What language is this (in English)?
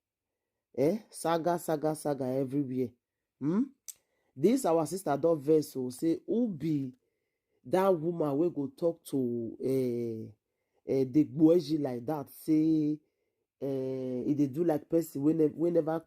Nigerian Pidgin